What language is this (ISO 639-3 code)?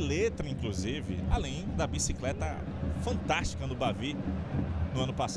por